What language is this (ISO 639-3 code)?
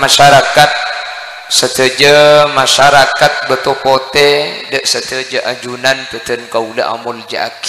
mad